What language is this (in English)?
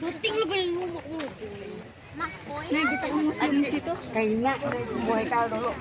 Banjar